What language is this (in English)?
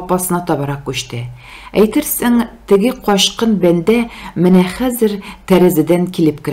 Tatar